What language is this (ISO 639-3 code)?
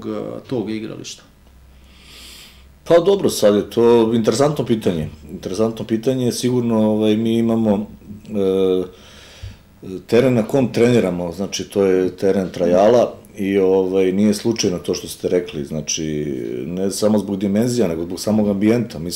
srp